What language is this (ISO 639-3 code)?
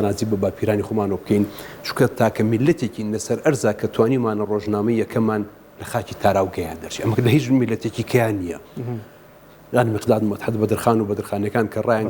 ckb